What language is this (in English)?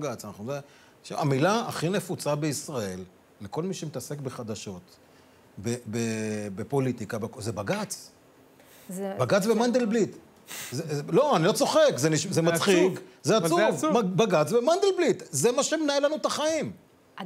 Hebrew